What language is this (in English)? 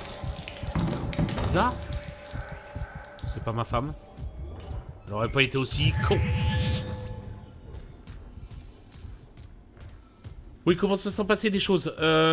French